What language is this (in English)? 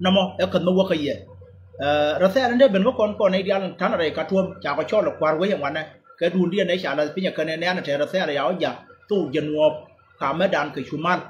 Nuer